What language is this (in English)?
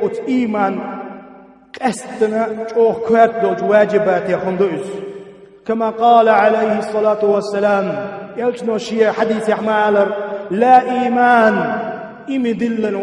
Chechen